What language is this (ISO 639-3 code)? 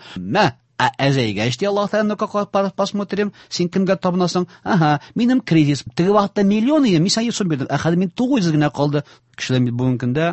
tat